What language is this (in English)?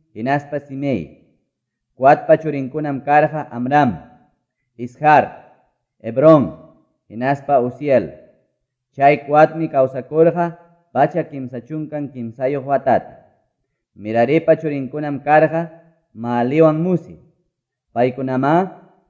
Quechua